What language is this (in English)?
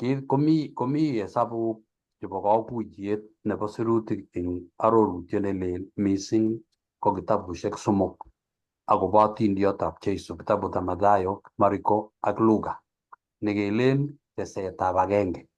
Kalenjin